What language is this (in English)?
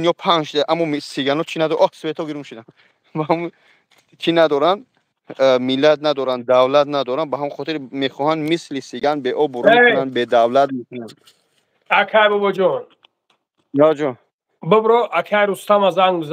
Tajik